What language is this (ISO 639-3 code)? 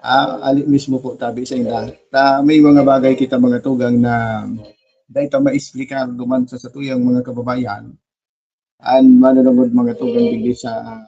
bik